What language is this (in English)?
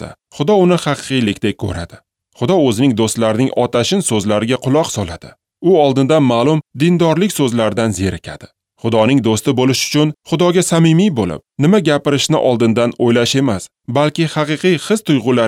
Uzbek